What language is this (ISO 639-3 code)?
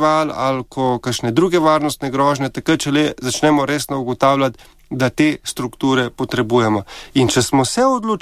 slv